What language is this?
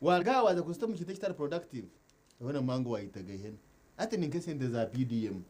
Nyankole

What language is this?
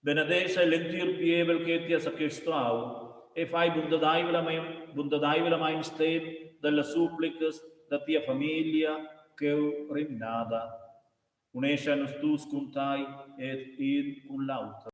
Romansh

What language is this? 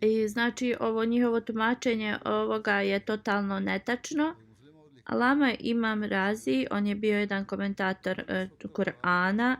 Bosnian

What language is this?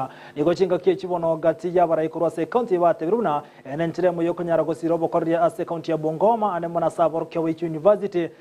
Gusii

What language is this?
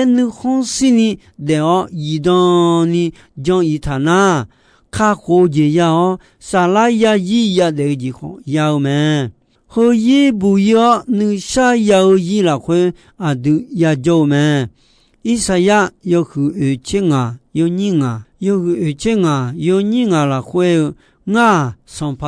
Akha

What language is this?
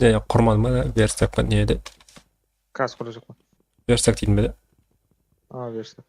Kara-Kalpak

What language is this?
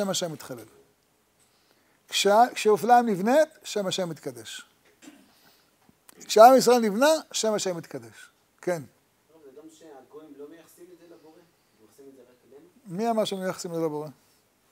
Hebrew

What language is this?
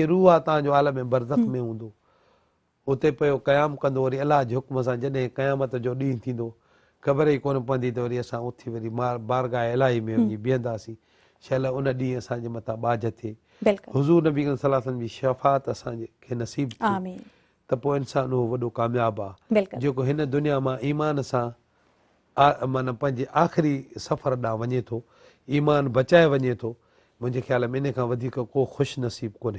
Sindhi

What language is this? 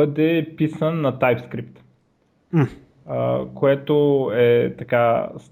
Bulgarian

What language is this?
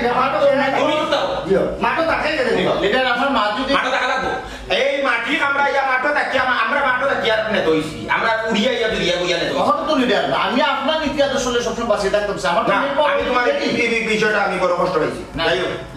Sylheti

